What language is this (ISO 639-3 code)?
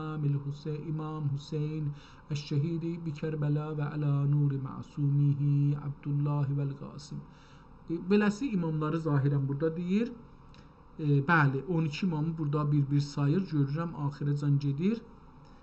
azb